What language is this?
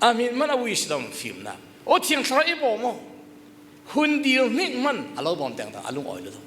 Falam Chin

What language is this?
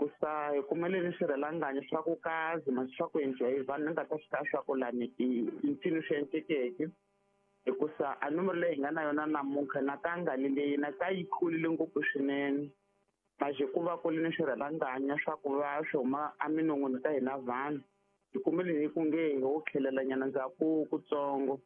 Tsonga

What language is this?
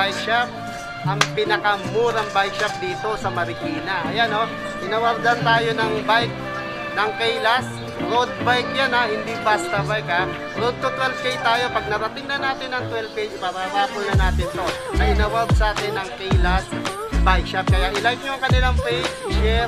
Filipino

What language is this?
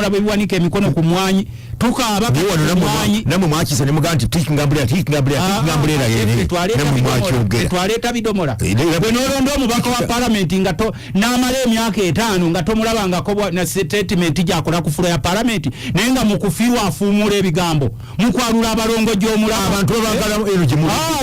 Ganda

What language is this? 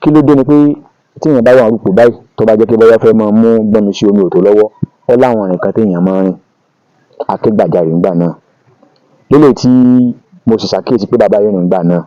Yoruba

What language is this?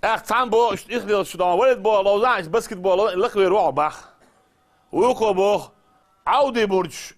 Chechen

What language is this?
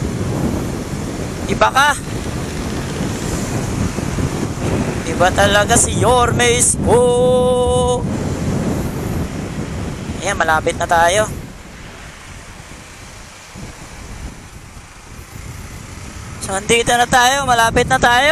Filipino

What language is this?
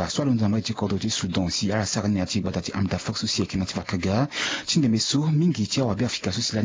Sango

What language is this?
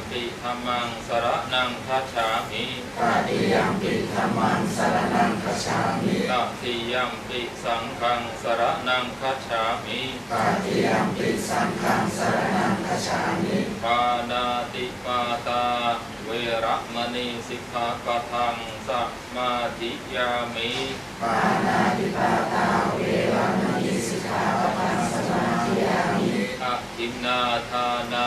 Pali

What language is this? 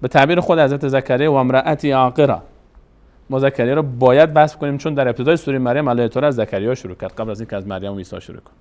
Persian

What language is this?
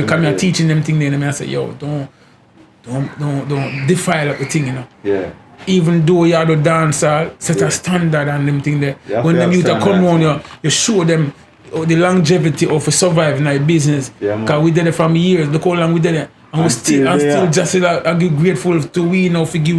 Jamaican Creole English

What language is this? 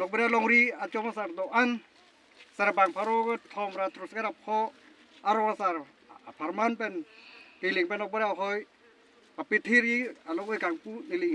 Karbi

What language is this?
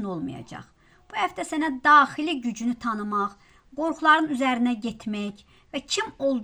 Azerbaijani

